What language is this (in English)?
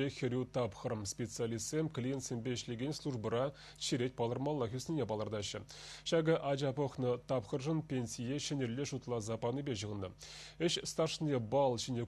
Chuvash